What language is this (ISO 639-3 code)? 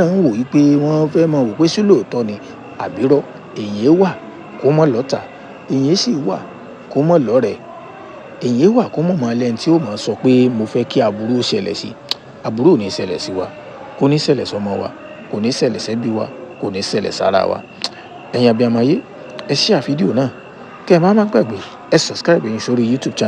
yor